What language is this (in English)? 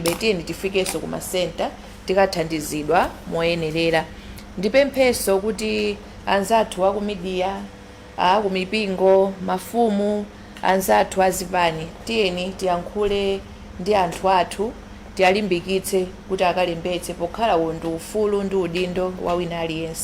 Nyanja